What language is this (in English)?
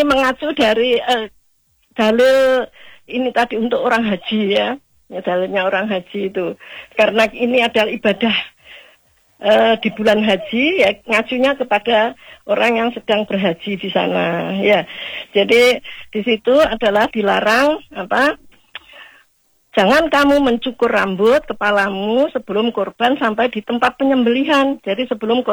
Indonesian